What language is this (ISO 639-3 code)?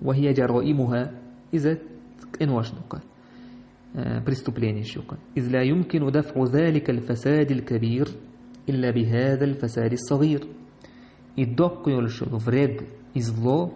che